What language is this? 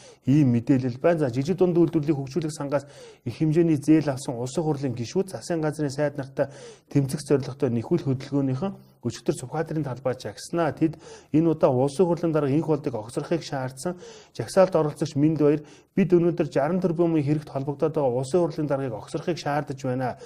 Mongolian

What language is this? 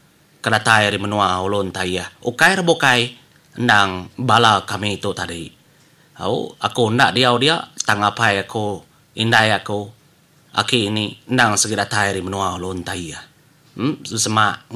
Iban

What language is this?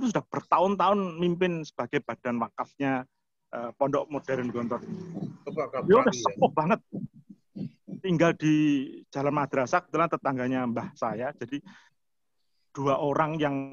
Indonesian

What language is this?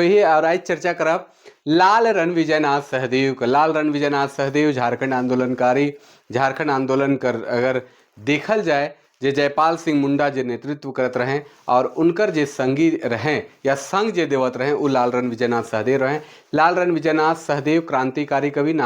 Sadri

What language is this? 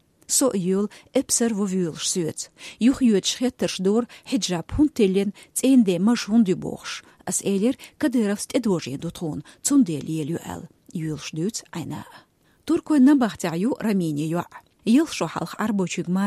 Chechen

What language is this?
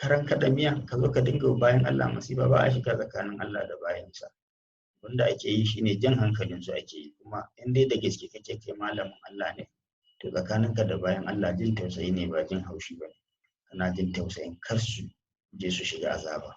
Hausa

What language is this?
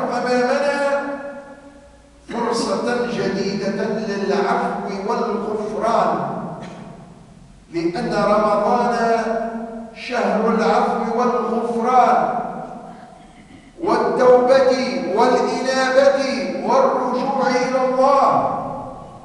Arabic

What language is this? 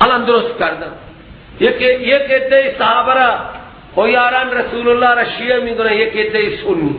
Persian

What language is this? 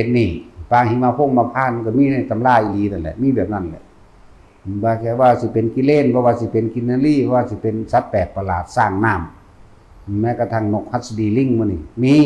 Northeastern Thai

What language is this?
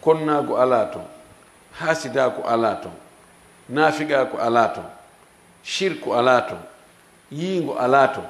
Fula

